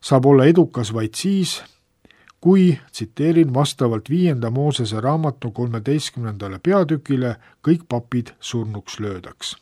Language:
Estonian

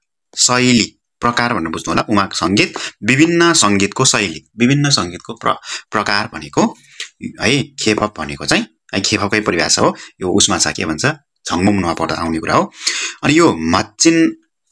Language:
Nepali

